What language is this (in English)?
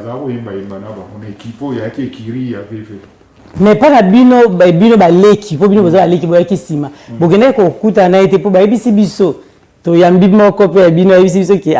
Lingala